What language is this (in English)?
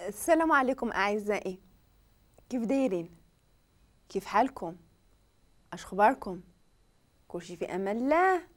Moroccan Arabic